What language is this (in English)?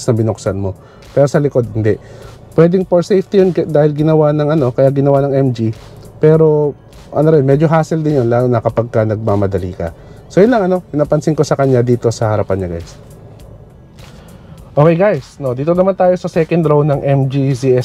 Filipino